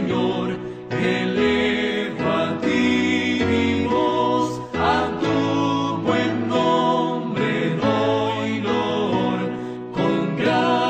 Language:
Spanish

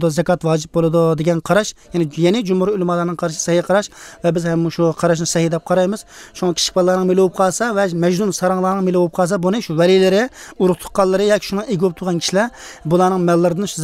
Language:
Uyghur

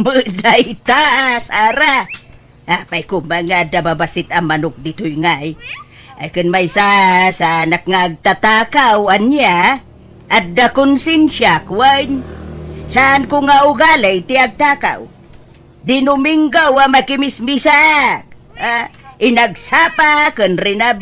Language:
Iloko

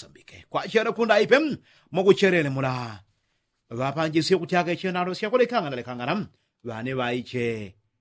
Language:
Yao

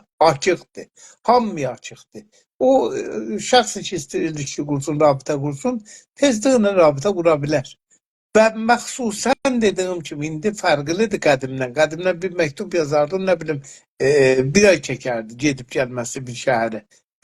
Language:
South Azerbaijani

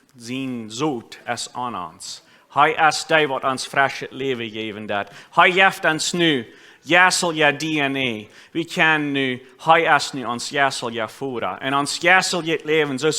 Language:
Plautdietsch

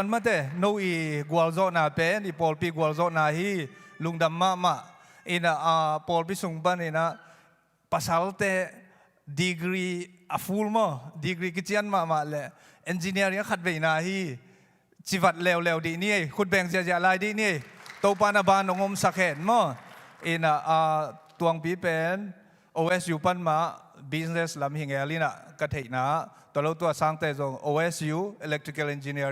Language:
Tedim Chin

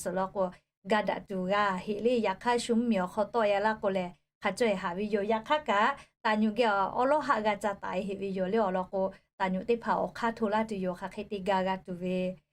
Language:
Lahu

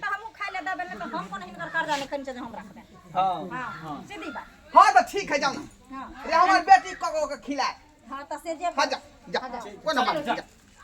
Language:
Maithili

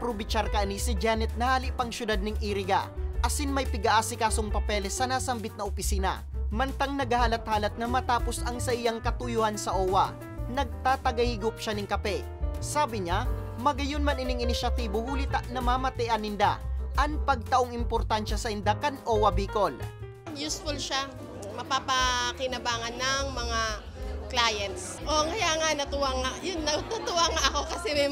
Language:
Bikol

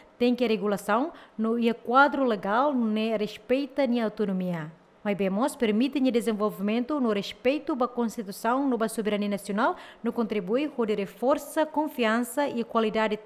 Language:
Tetum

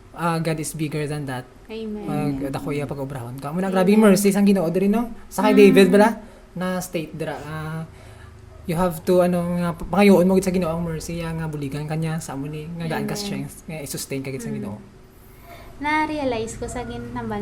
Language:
Hiligaynon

